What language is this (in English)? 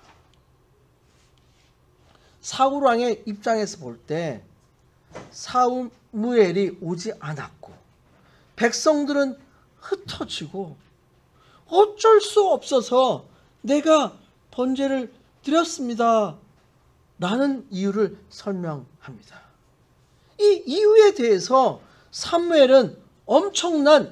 Korean